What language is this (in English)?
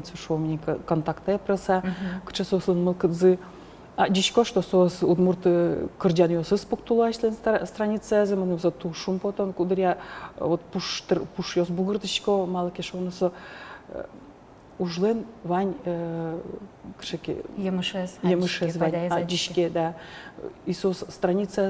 Udmurt